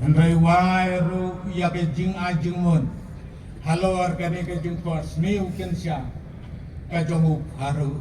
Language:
Khasi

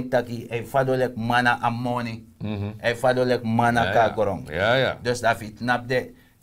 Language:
Sranan Tongo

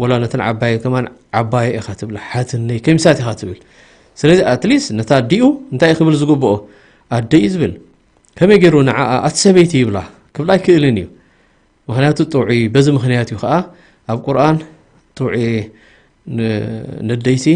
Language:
Tigrinya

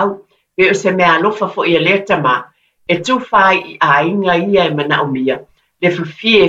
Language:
Samoan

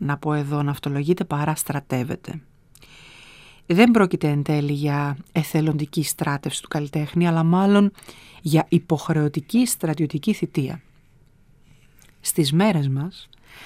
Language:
Greek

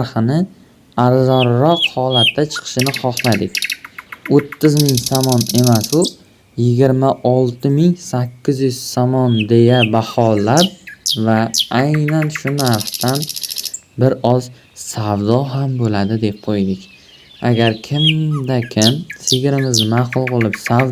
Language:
Uzbek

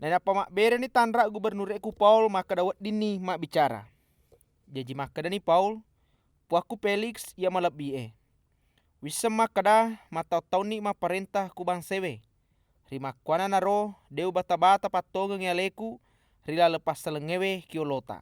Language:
Buginese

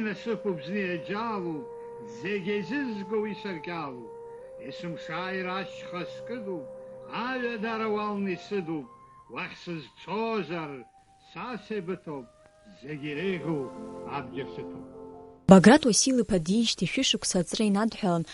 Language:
Abkhazian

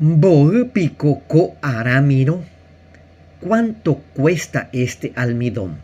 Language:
Guarani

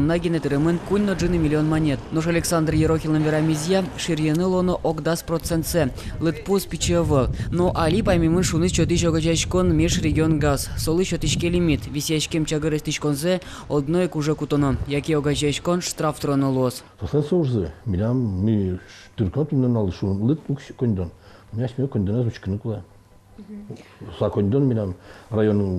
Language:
Udmurt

